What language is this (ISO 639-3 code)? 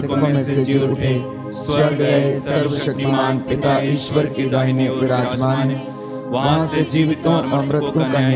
hin